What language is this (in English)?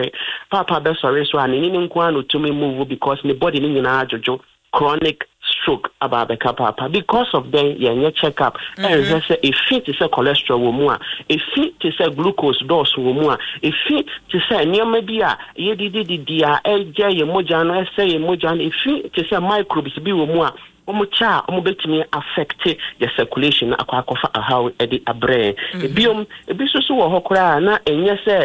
Akan